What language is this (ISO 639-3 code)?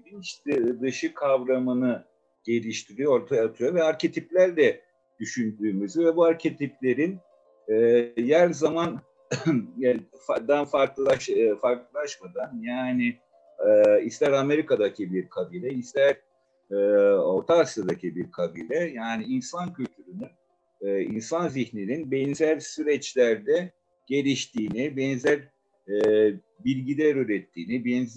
tur